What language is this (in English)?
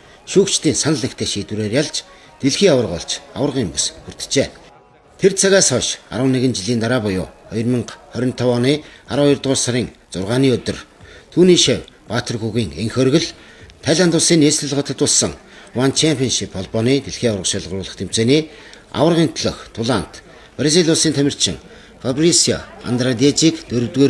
Mongolian